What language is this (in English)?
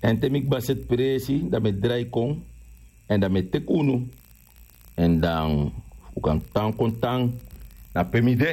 Sranan Tongo